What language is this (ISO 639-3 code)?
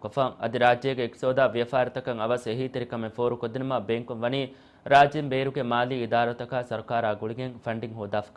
div